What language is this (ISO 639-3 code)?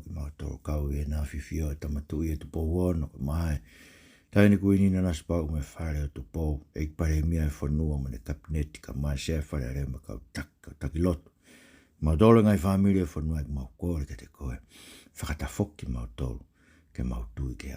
ton